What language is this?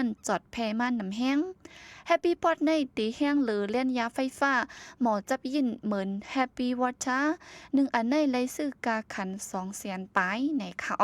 Shan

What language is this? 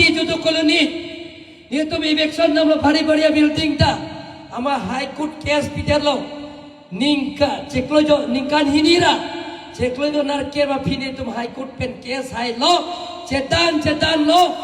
Karbi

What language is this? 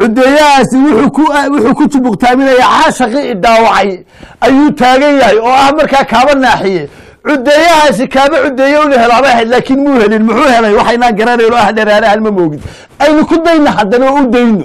Somali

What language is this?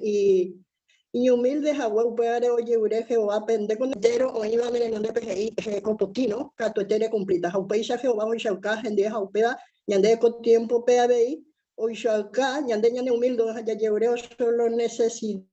Guarani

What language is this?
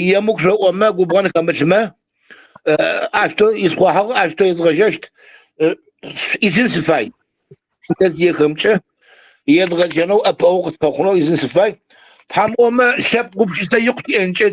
Adyghe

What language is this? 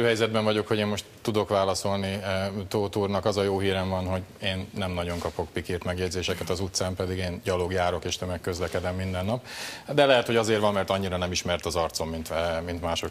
Hungarian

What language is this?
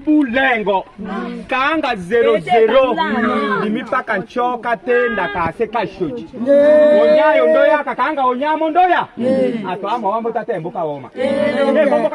Tetela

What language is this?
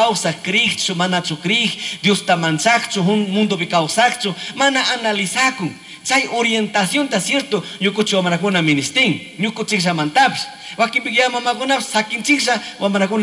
Chimborazo Highland Quichua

